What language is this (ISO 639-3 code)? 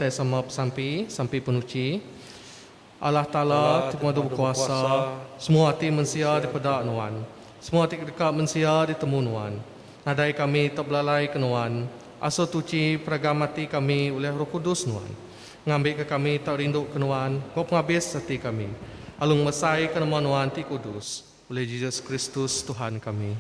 iba